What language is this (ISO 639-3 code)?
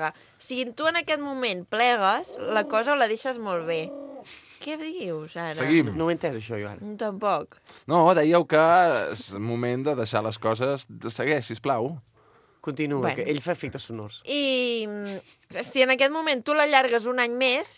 cat